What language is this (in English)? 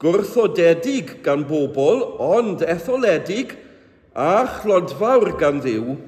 Welsh